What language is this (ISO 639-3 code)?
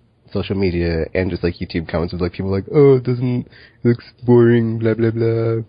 eng